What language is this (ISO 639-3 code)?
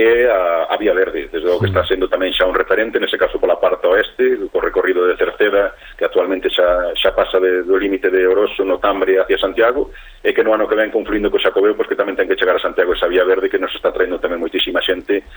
glg